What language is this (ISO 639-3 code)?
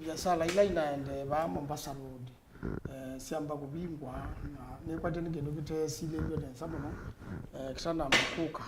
kam